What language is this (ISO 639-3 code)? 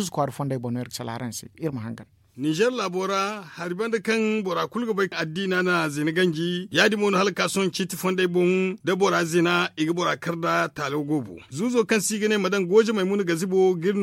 dje